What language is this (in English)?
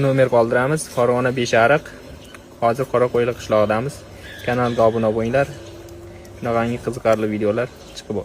Uzbek